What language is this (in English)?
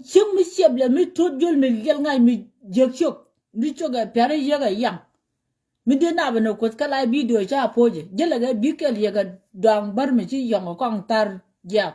Nuer